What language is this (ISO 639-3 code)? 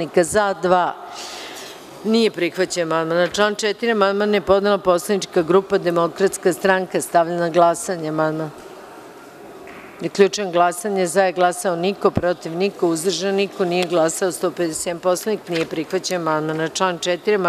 srp